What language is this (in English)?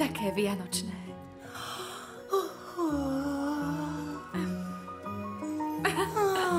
Slovak